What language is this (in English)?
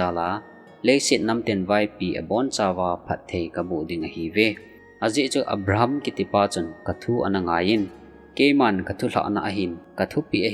Thado Chin